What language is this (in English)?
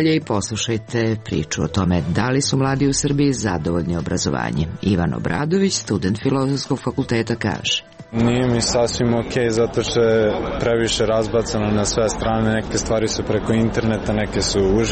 Serbian